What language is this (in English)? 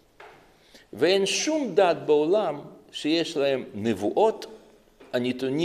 Hebrew